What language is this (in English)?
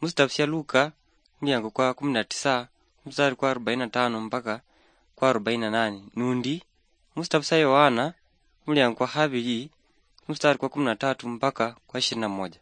Luyia